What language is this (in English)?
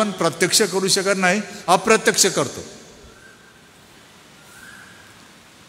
Marathi